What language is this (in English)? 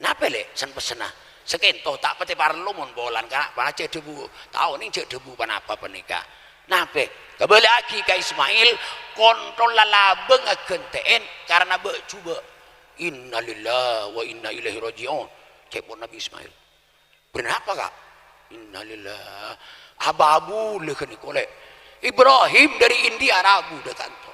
Madurese